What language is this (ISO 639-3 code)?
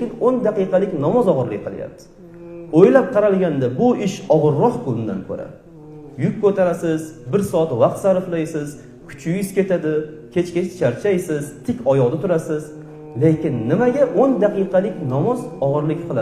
uzb